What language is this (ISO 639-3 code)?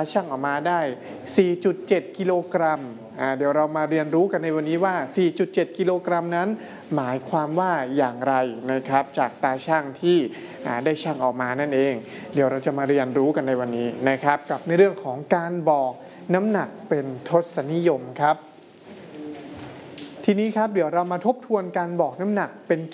tha